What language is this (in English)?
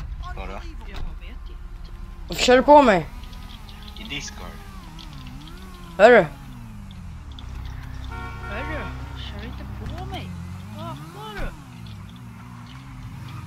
Swedish